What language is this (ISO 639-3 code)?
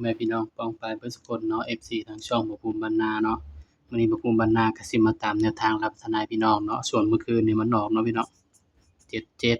tts